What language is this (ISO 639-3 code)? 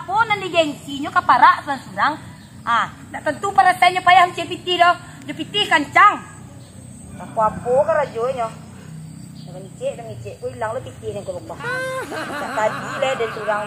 min